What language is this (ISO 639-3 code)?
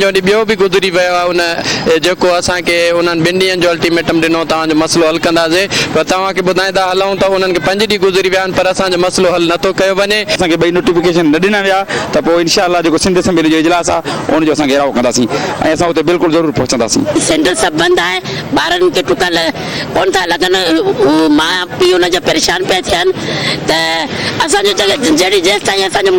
snd